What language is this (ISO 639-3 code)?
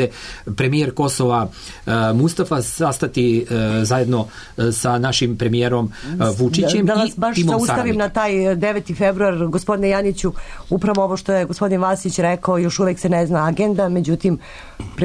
srp